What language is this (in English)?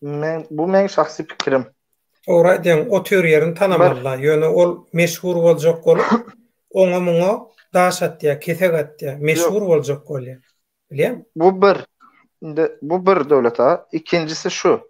Turkmen